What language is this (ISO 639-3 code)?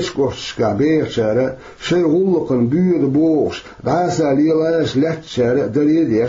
che